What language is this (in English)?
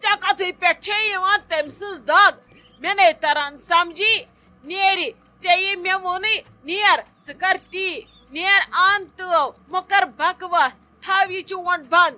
Kashmiri